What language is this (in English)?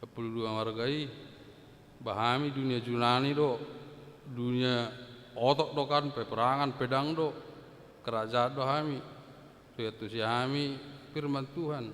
Batak Toba